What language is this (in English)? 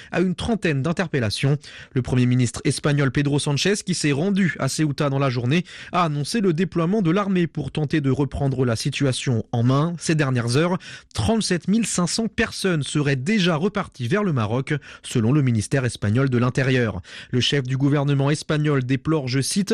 French